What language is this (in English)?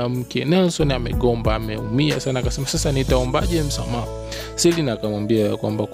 Swahili